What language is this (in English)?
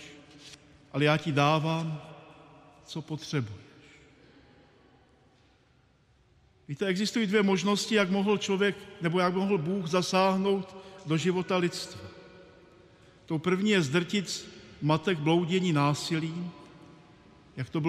Czech